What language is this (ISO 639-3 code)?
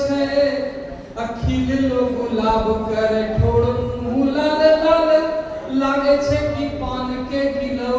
anp